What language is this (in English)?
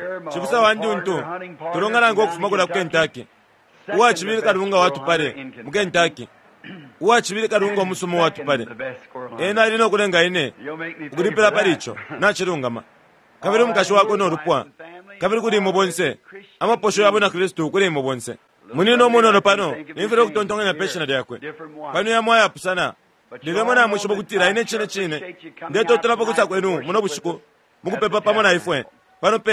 Bemba